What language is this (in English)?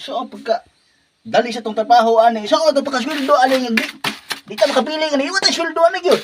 Cebuano